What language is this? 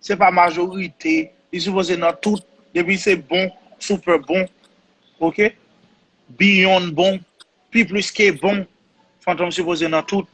Haitian Creole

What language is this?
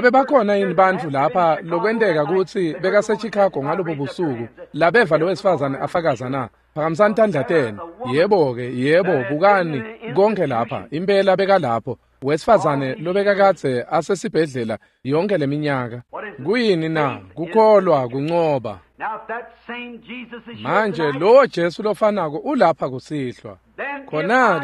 Swati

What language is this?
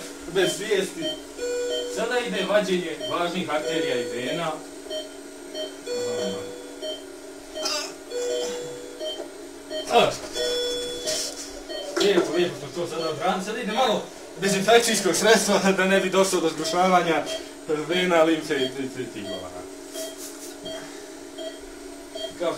Bosnian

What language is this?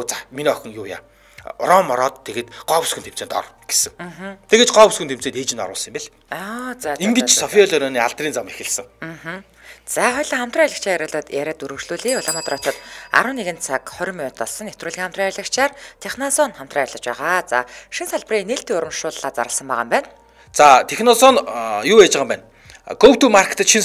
Mongolian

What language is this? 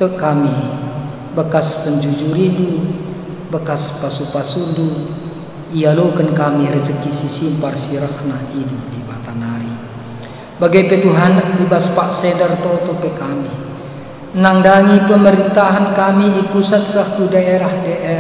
Batak Karo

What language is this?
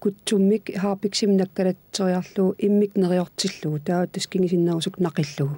Kalaallisut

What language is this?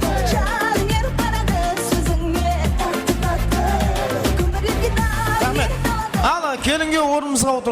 Kara-Kalpak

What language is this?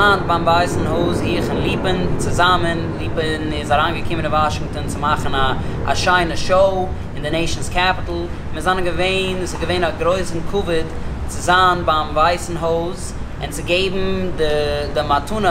Yiddish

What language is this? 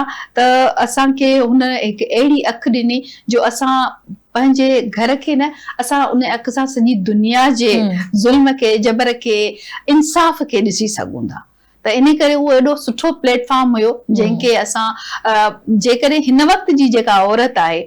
Sindhi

